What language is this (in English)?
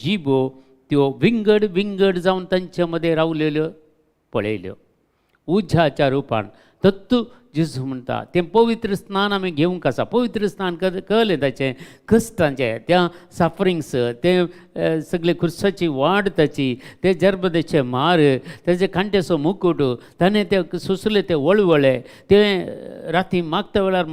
Konkani